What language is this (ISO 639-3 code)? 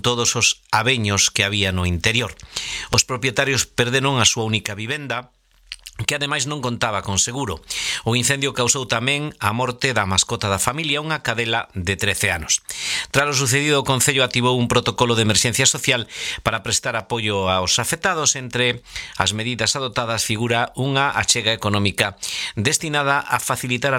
glg